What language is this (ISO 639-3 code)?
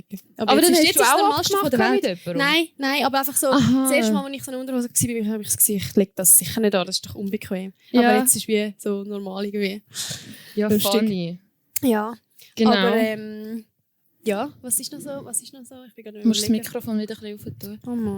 gsw